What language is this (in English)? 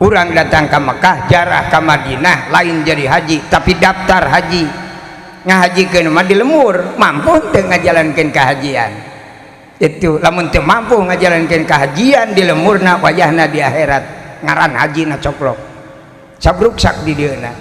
Sundanese